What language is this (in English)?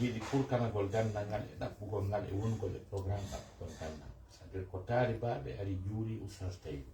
Fula